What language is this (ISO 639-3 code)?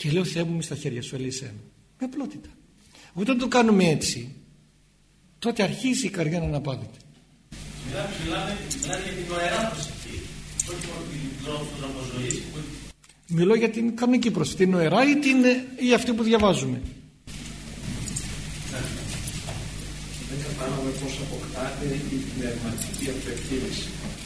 ell